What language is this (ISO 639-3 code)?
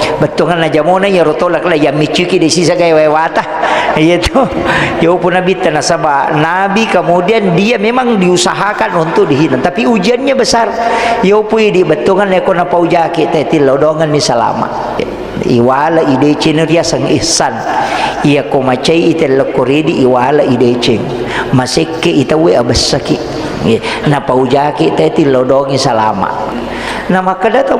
bug